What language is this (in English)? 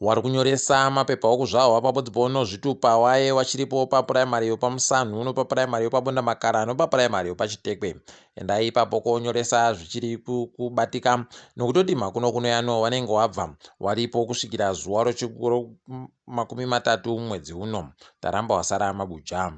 Ndau